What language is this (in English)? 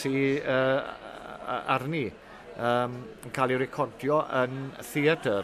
Welsh